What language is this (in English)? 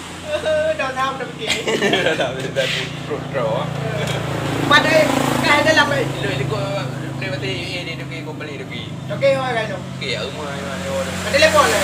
Achinese